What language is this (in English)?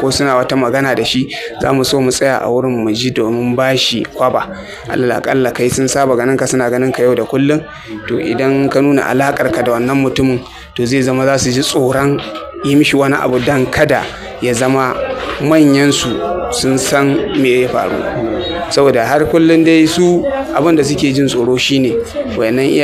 Hausa